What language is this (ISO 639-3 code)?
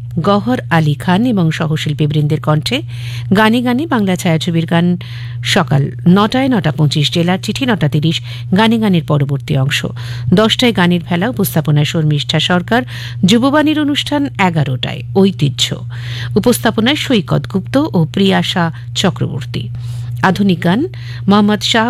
ben